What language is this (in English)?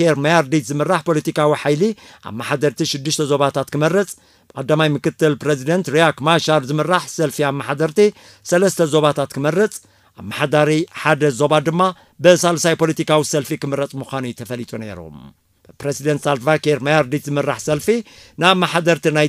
Tigrinya